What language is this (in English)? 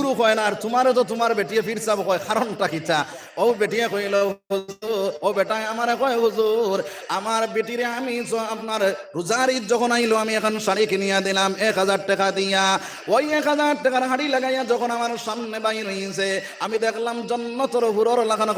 Sylheti